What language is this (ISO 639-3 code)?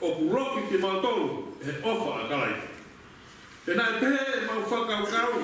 ton